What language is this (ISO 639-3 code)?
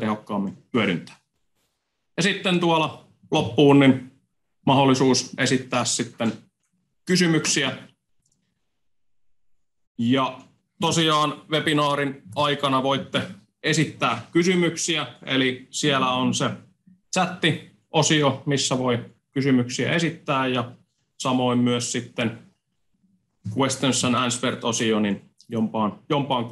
fin